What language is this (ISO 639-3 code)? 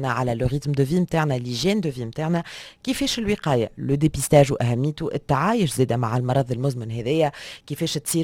aeb